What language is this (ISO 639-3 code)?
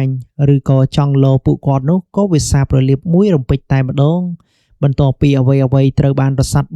khm